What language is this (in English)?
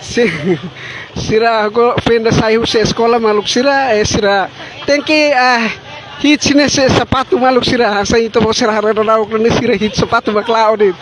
Tetum